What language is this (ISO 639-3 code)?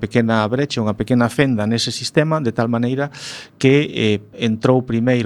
glg